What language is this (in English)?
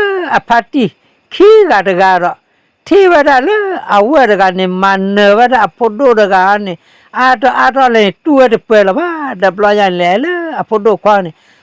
S'gaw Karen